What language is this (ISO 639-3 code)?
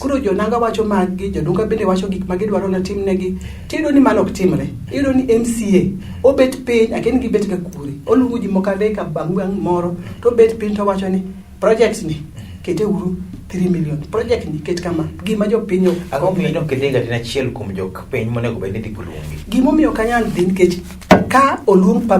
luo